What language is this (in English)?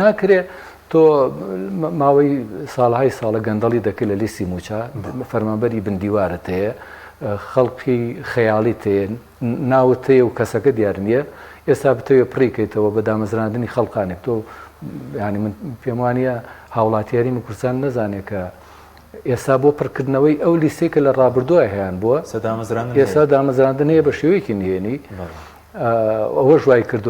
Central Kurdish